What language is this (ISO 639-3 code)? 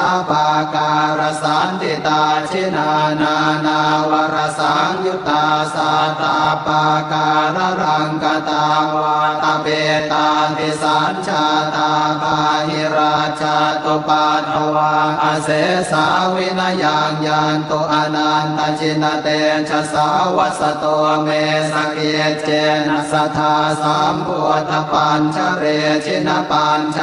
pli